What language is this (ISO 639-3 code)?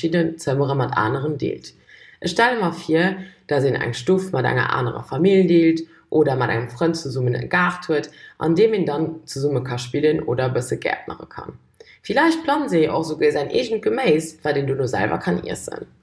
ltz